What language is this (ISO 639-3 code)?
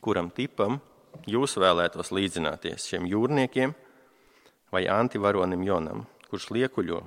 lav